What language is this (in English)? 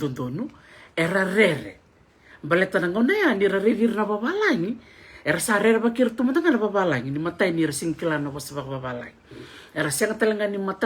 Fijian